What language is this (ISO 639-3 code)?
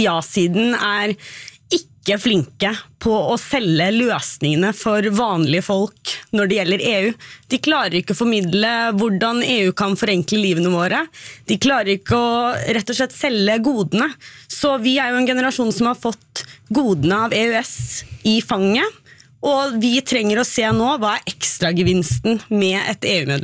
nor